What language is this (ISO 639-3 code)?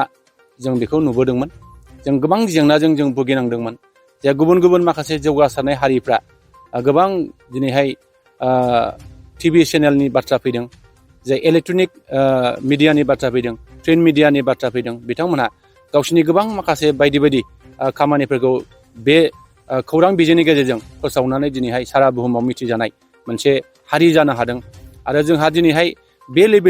brx